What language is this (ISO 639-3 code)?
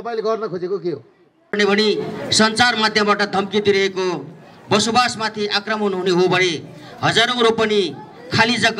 nep